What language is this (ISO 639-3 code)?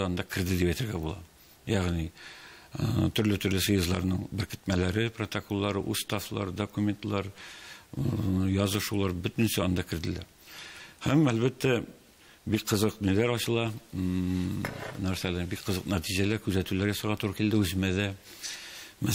tat